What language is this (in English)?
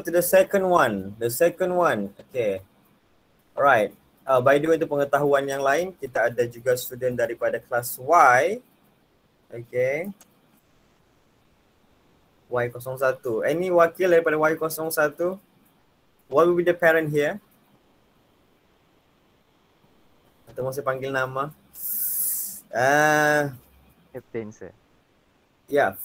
Malay